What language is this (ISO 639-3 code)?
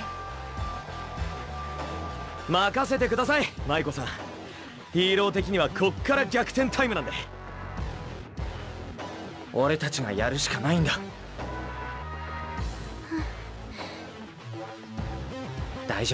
jpn